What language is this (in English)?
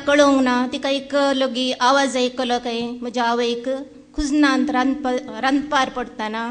Konkani